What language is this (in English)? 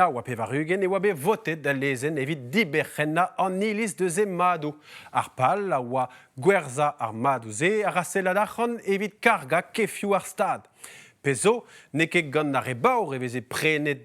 Breton